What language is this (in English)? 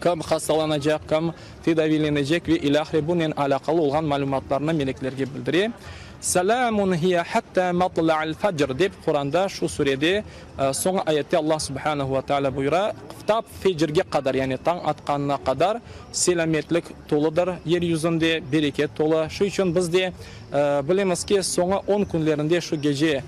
Crimean Tatar